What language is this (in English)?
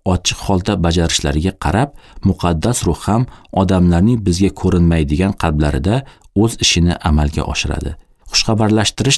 Uzbek